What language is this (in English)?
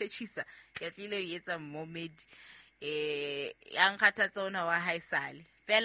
Southern Sotho